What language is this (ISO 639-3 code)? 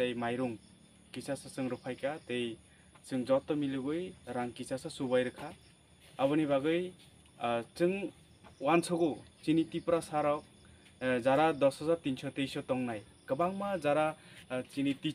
trp